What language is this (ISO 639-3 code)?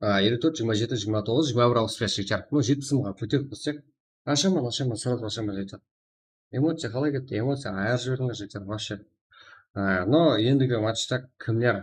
kaa